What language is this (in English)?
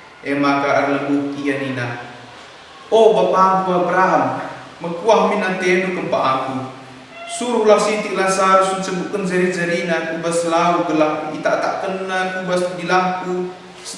Batak Karo